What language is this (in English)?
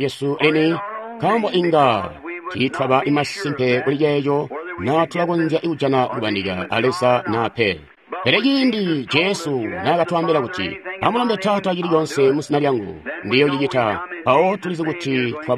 Tonga (Zambia)